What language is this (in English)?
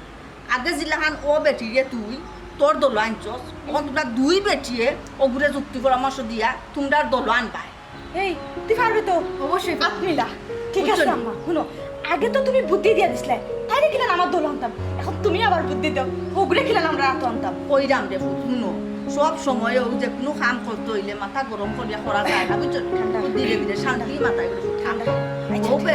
Sylheti